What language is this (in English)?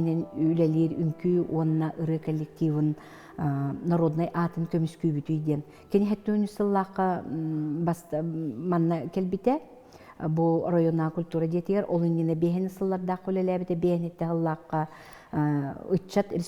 Yakut